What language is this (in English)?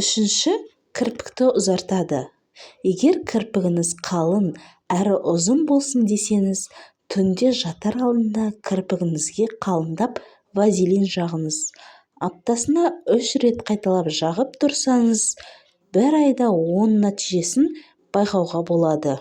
Kazakh